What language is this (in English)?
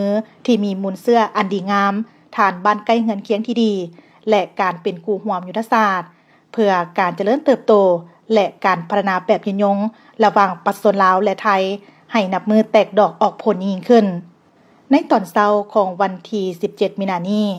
Lao